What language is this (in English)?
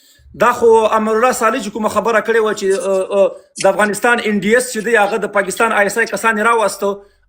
Pashto